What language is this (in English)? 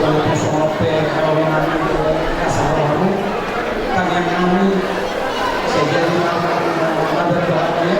Batak Toba